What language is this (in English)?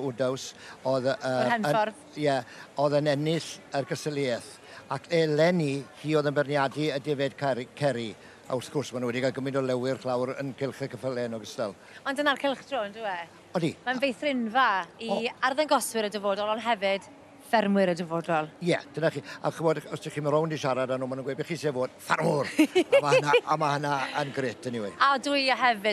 Welsh